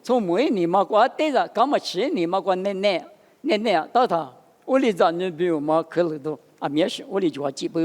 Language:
Lisu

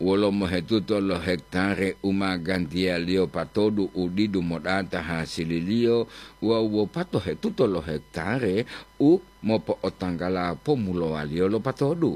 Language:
Gorontalo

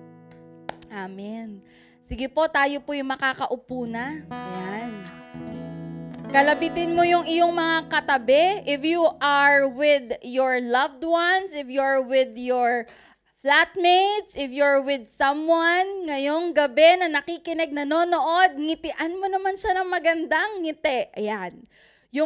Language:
Filipino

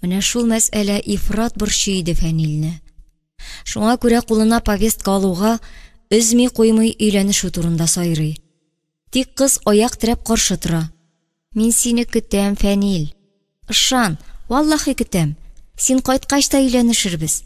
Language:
Tatar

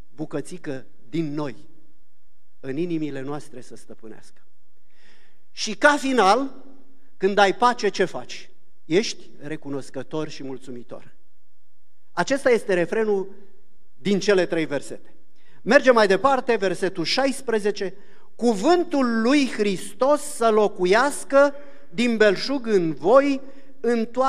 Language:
Romanian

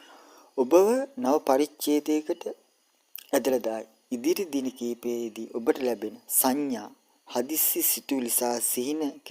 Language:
Sinhala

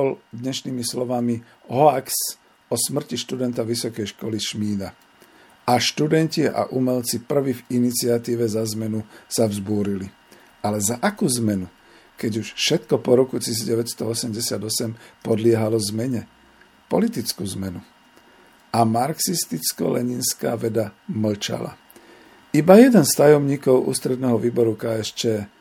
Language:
Slovak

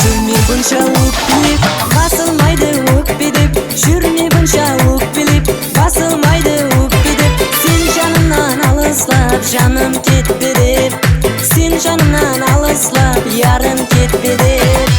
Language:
Kara-Kalpak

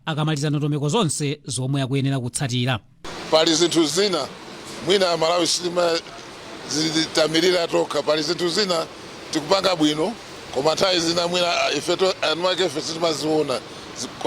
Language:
Nyanja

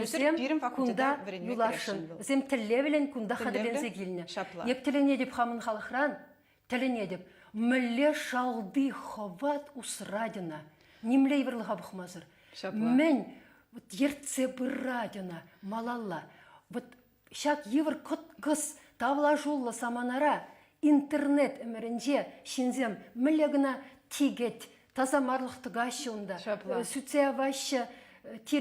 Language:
Chuvash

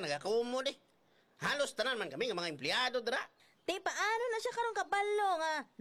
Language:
Hiligaynon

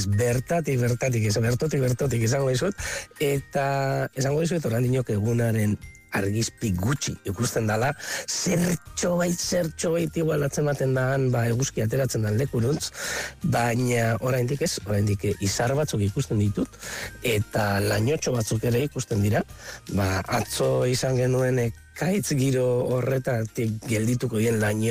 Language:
Basque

